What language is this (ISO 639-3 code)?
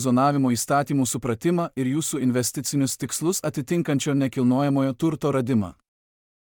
lit